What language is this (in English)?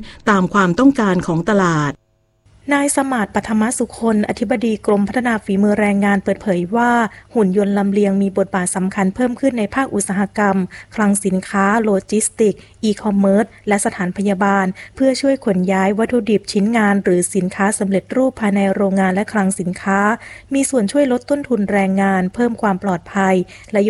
Thai